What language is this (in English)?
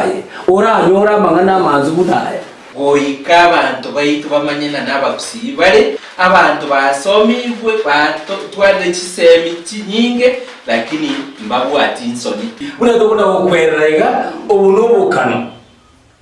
Gusii